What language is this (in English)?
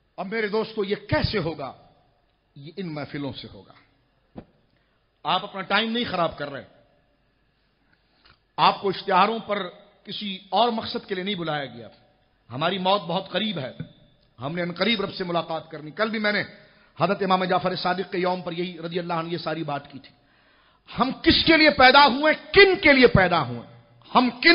Urdu